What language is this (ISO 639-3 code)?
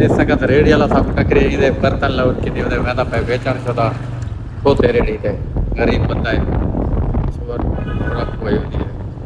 skr